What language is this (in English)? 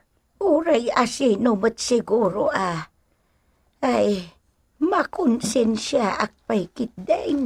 Iloko